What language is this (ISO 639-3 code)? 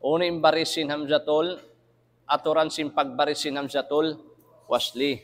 tsg